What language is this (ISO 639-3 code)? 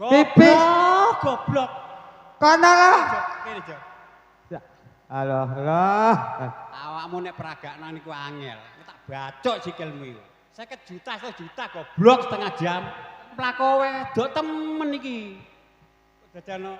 jav